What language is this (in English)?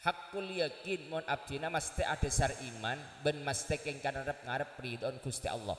Madurese